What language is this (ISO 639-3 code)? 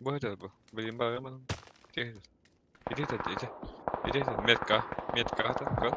sah